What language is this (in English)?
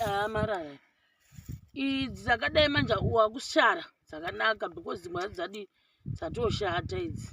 Shona